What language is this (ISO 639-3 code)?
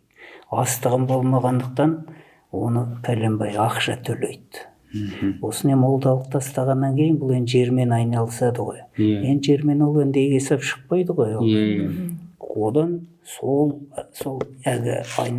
kaz